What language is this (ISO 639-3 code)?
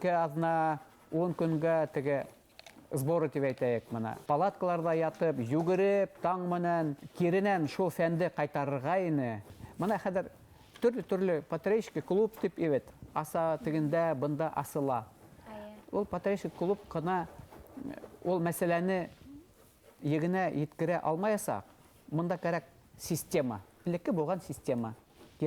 bak